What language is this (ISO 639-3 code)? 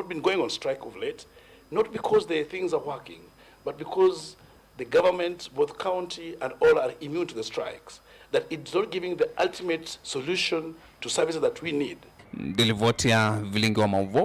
kam